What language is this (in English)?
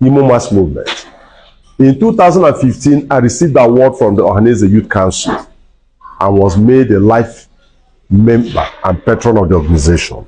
Igbo